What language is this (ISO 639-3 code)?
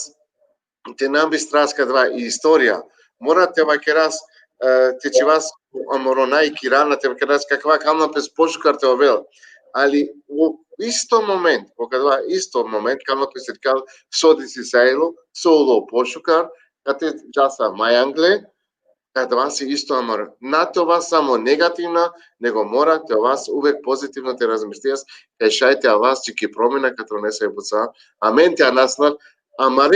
rmn